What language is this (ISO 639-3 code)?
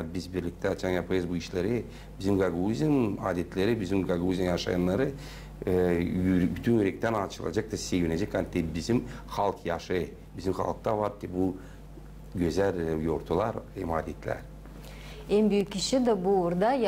gag